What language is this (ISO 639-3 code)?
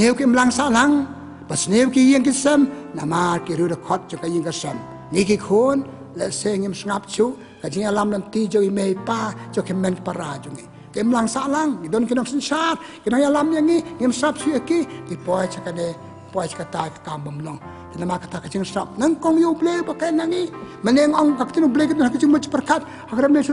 kha